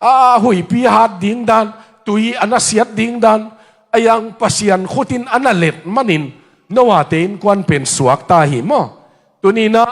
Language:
Tedim Chin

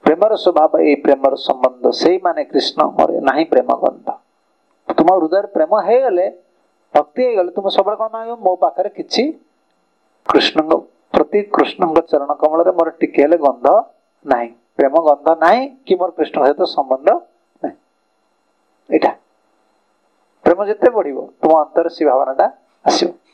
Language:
Odia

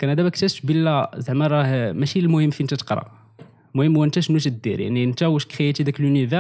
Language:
Moroccan Arabic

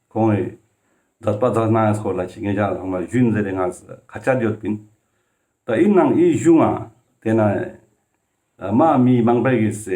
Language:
Ladakhi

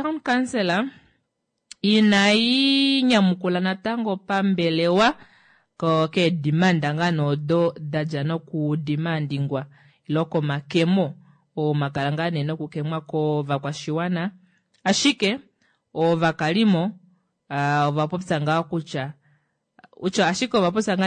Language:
Kuanyama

